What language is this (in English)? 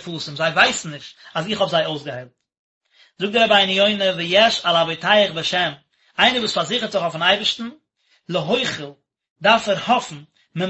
Yiddish